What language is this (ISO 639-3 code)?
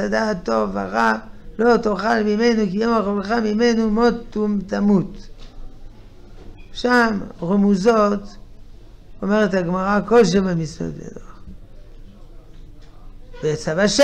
heb